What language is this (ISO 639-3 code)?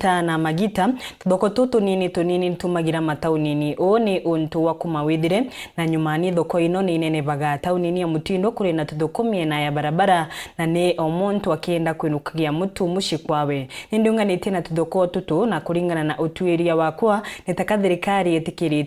mer